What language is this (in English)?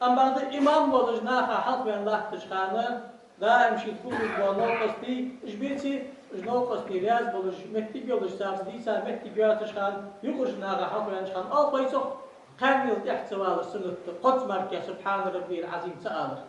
Ingush